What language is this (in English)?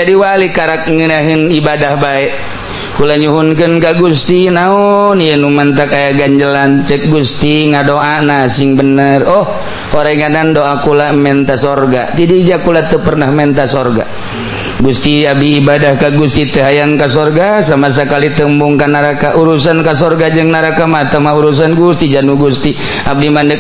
Sundanese